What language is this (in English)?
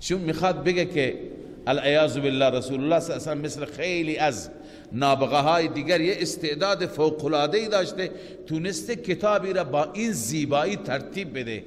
Persian